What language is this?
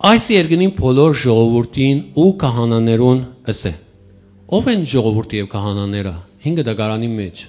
Western Armenian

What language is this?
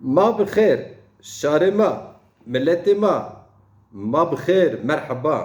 Zaza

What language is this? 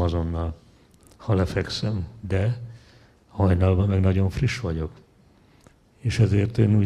Hungarian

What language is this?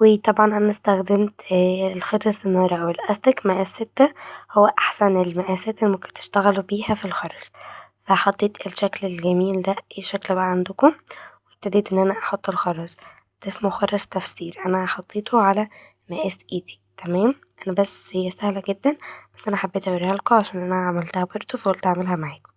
Egyptian Arabic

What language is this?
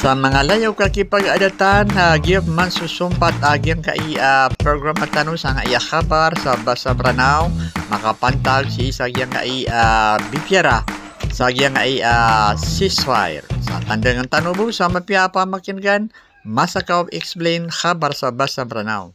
Maranao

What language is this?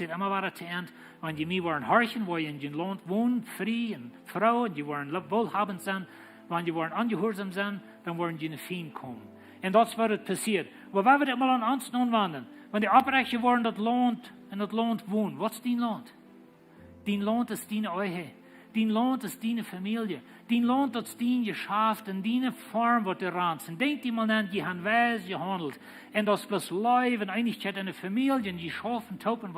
Plautdietsch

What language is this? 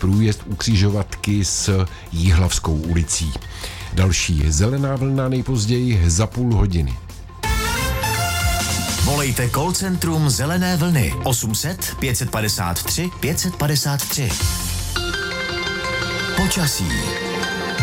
Czech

